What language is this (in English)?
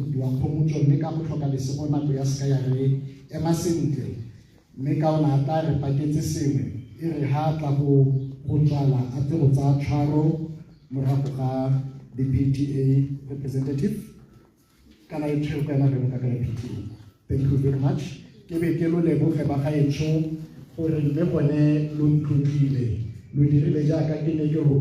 Tswana